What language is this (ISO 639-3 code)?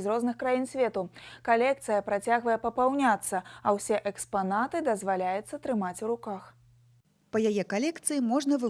bel